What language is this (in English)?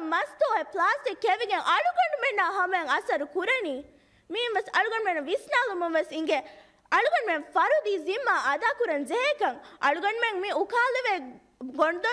Divehi